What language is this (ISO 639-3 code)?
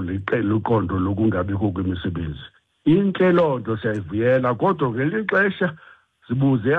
xho